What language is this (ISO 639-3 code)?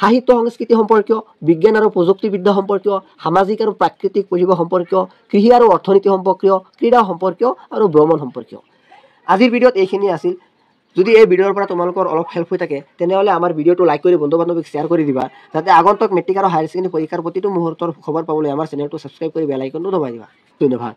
asm